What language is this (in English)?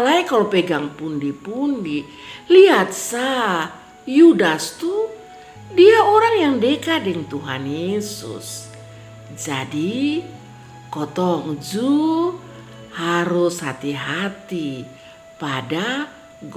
Kupang Malay